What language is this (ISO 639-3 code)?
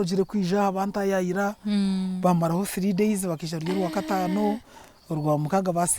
nyn